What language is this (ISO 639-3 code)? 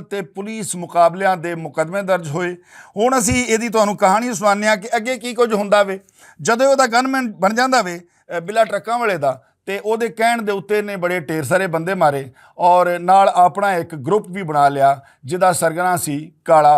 lah